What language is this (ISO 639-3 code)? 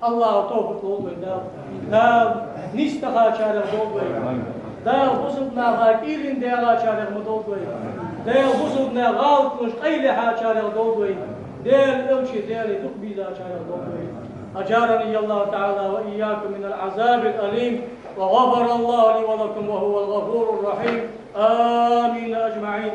inh